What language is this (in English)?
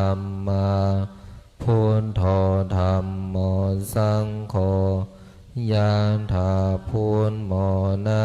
Pali